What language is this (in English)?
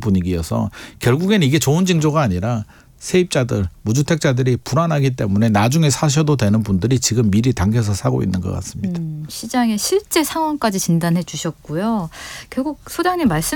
Korean